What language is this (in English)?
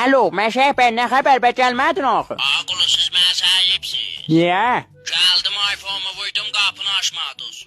Azerbaijani